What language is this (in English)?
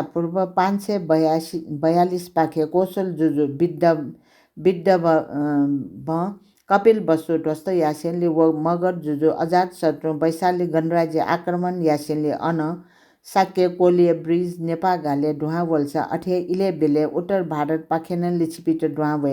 Newari